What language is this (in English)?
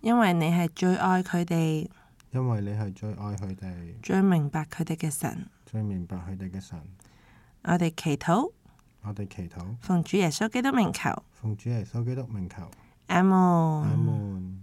Cantonese